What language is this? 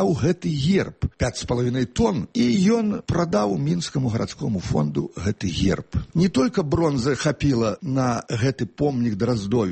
Belarusian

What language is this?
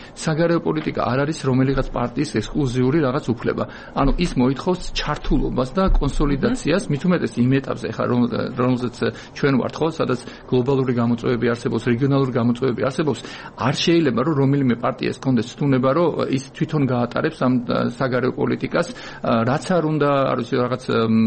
Georgian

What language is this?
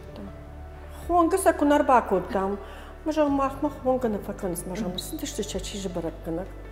Ossetic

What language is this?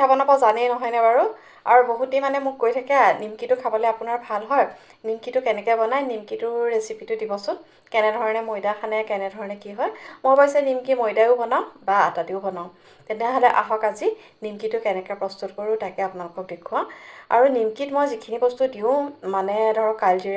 Assamese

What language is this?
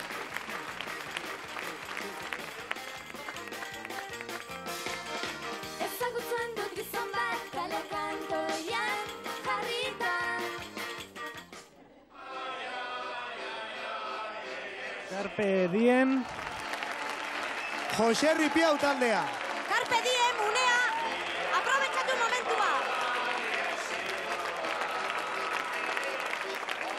Basque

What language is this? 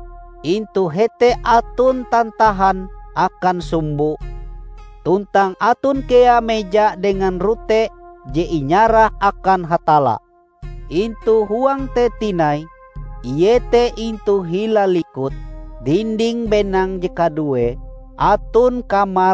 Ngaju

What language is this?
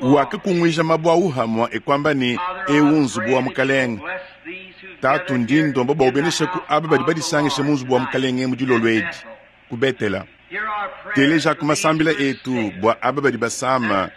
Luba-Lulua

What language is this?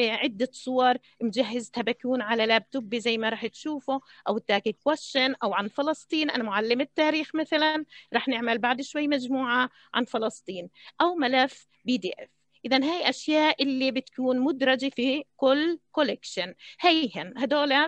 South Levantine Arabic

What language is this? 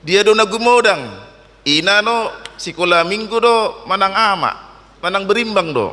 Batak Toba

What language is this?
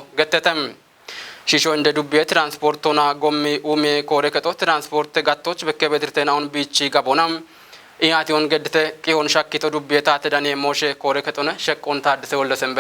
Kafa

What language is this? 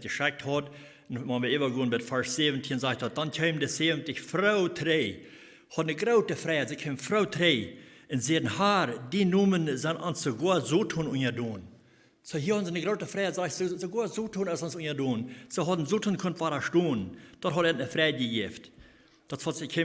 Plautdietsch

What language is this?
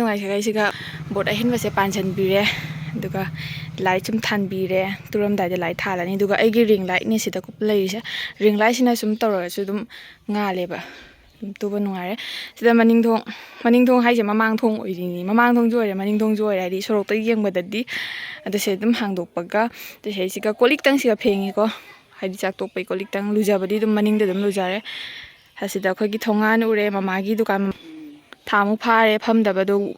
Manipuri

